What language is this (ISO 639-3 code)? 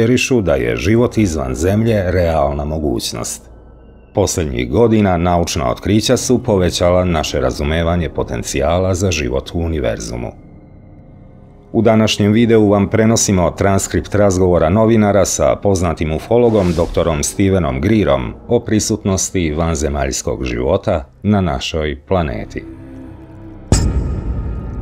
srp